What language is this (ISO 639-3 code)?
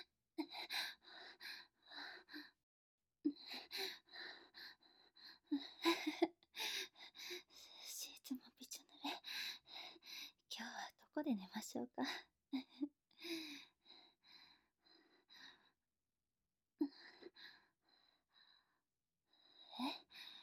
jpn